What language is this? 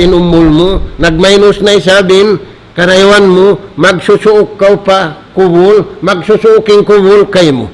Tausug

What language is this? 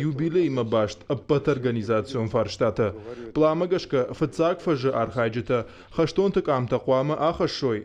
Ossetic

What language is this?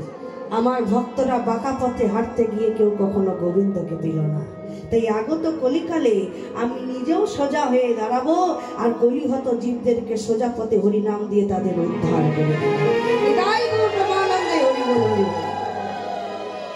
Bangla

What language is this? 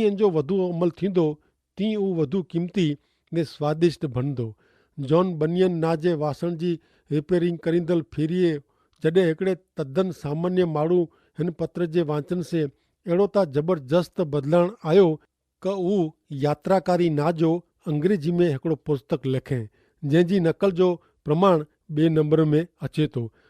Kachhi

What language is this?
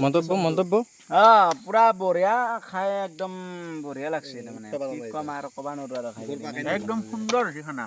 Assamese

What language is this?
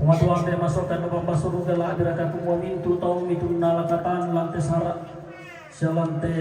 Toraja-Sa'dan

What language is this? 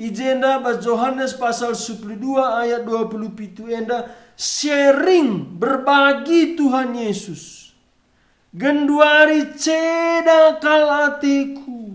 Batak Karo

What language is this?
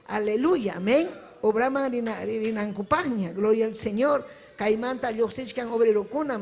Ayacucho Quechua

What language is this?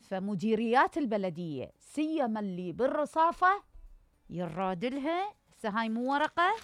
Mesopotamian Arabic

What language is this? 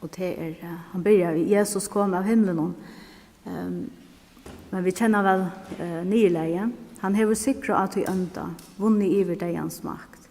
Faroese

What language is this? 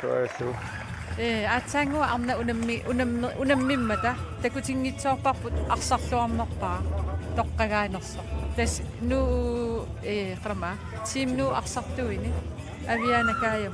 Kalaallisut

